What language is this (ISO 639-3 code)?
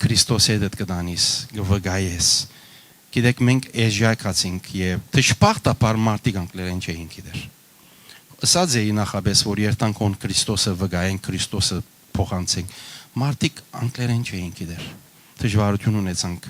hyw